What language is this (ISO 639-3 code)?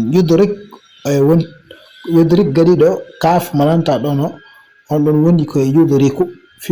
ful